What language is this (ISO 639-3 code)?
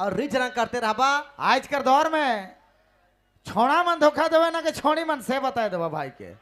sck